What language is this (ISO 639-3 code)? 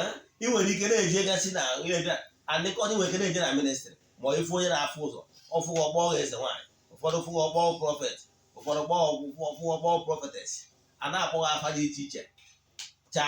ibo